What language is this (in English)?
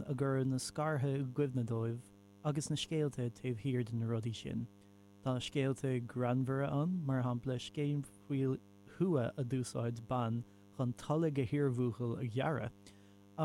Irish